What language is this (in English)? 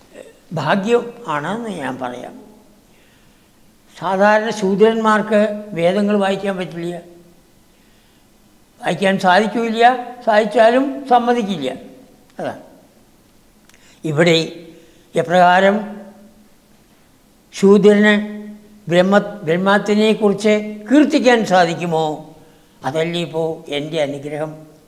Malayalam